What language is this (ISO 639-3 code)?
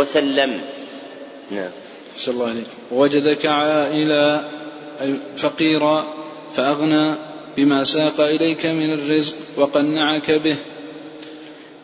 ara